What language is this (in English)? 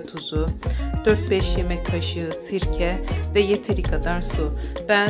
Turkish